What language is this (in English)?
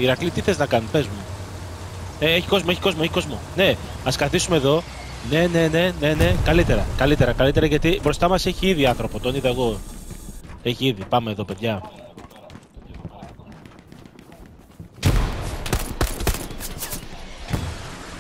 Greek